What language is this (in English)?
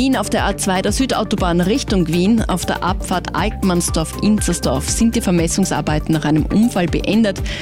German